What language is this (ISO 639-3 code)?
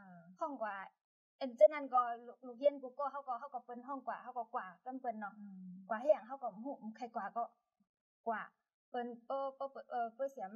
shn